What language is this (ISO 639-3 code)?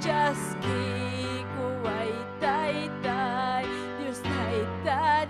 quy